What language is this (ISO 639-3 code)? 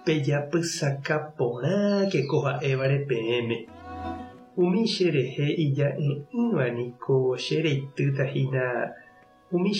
grn